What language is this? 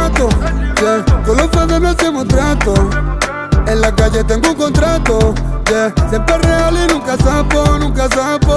Spanish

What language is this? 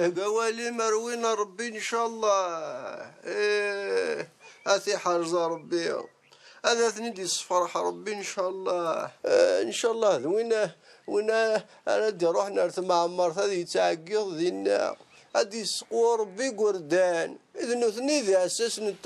Kabyle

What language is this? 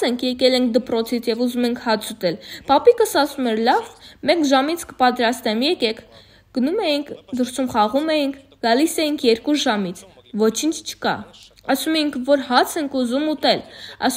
Armenian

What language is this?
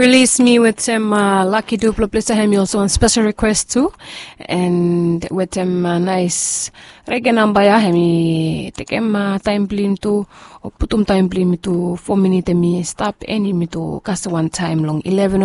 Bislama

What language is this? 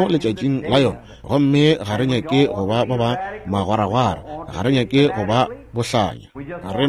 Northern Sotho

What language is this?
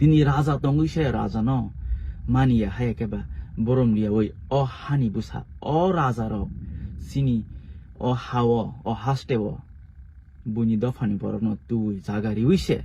Kok Borok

